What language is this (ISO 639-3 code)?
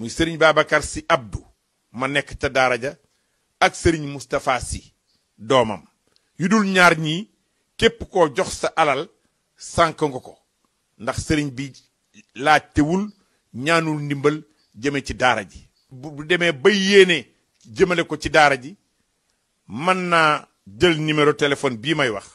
wol